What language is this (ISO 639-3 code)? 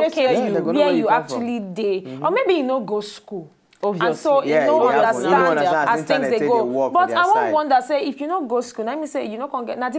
pcm